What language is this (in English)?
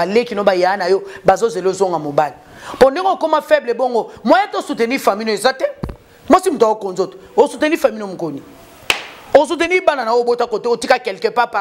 Lingala